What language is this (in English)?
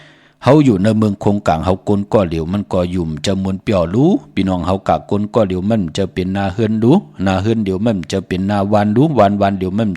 Shan